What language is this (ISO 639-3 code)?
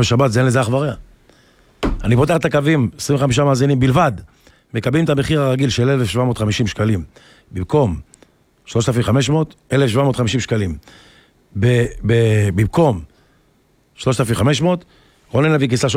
heb